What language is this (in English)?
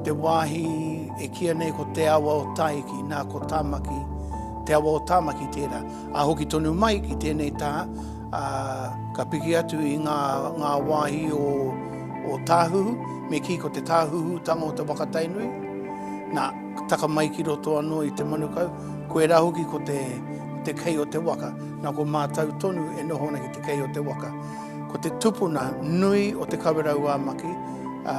Māori